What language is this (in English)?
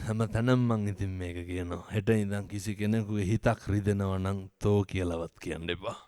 Sinhala